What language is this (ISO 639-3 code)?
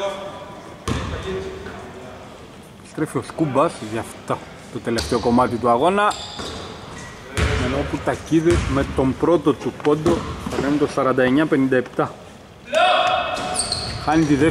ell